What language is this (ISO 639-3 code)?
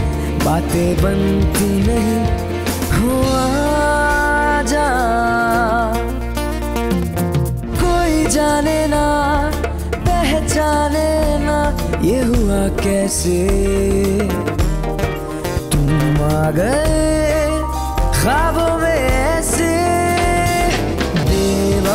hin